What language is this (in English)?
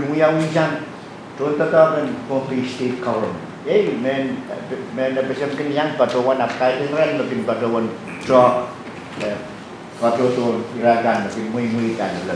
Pohnpeian